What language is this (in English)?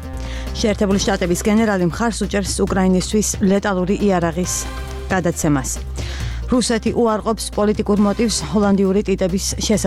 Georgian